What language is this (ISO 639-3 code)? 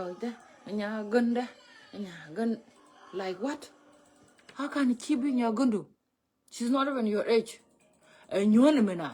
nus